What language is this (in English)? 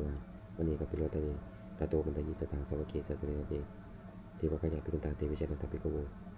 Pali